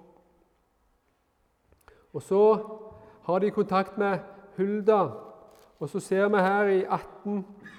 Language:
Norwegian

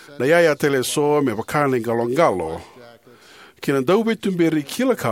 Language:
Fijian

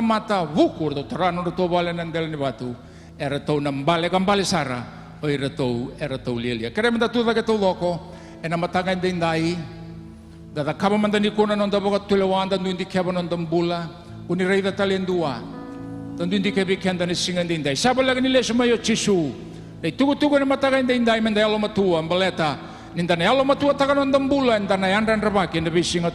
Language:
Fijian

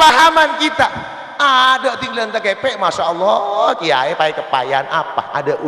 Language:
Madurese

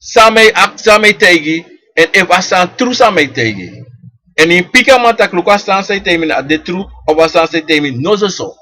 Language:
Sranan Tongo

